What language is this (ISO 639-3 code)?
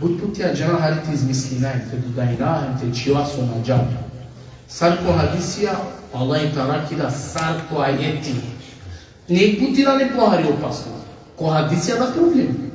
rmn